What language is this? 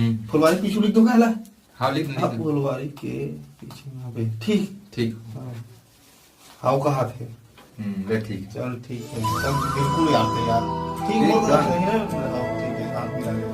Chhattisgarhi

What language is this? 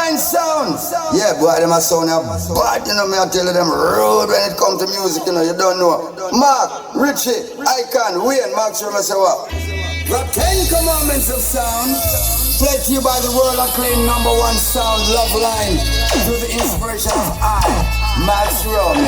Jamaican Creole English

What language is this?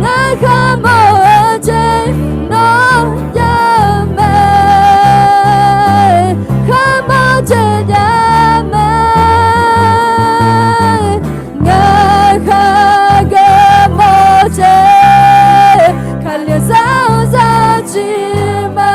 Akha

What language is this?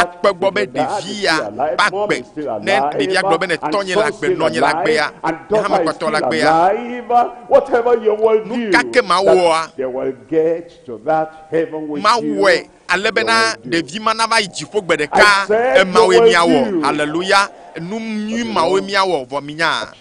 Ewe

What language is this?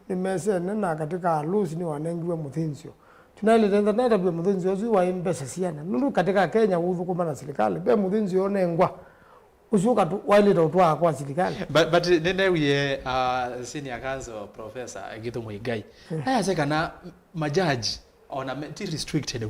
Kamba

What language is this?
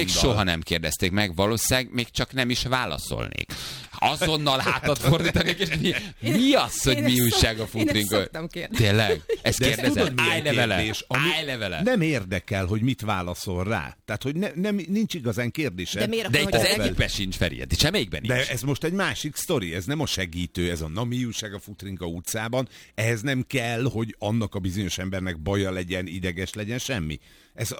Hungarian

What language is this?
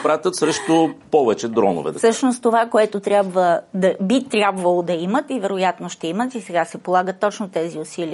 Bulgarian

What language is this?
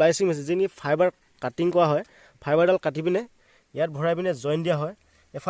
Assamese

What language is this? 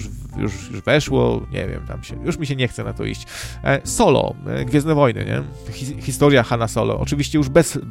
Polish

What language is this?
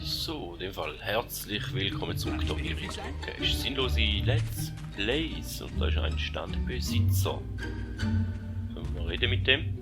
Swiss German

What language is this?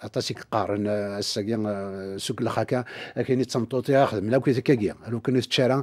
Kabyle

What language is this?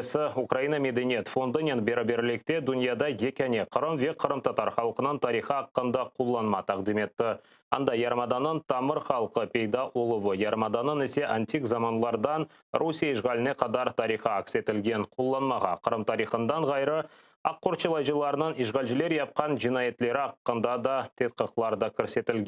Crimean Tatar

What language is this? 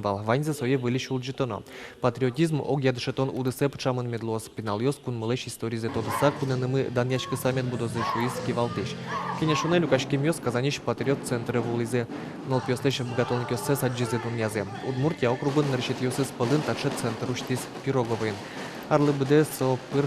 Udmurt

